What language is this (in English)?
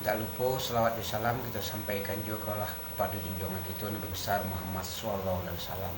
Minangkabau